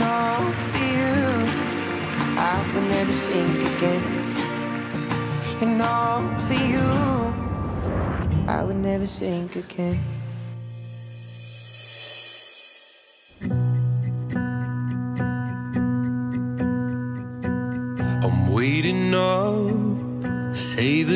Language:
Spanish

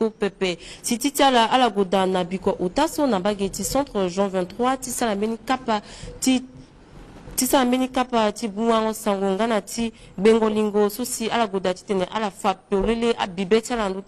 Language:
Sango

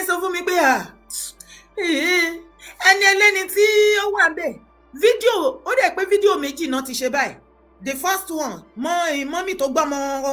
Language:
Yoruba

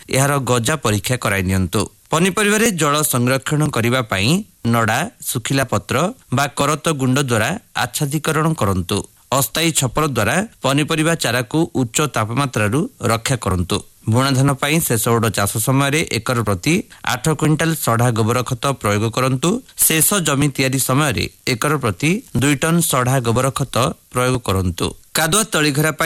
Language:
Odia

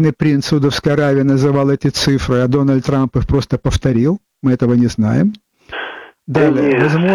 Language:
Russian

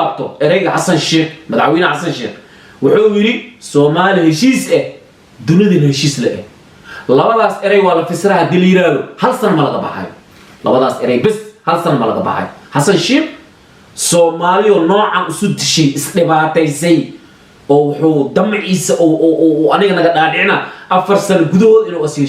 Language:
Somali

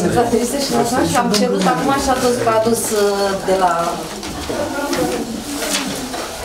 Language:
Romanian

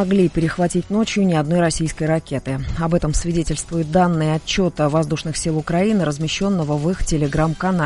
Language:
Russian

